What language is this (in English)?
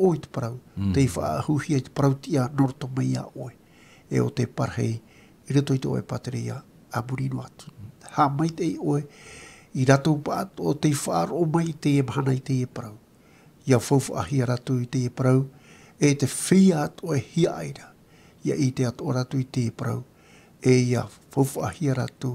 Tahitian